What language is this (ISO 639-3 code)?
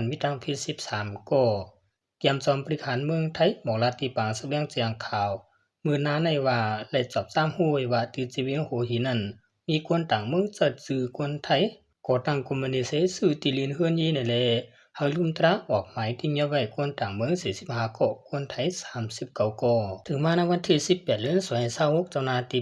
shn